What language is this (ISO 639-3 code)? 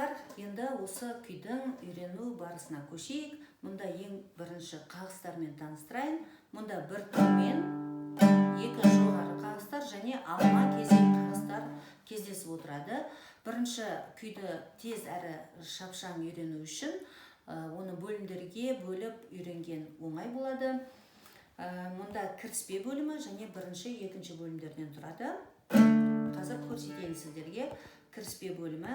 kaz